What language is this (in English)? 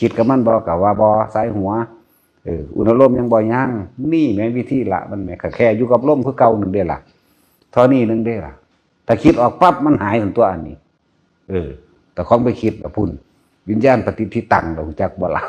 Northeastern Thai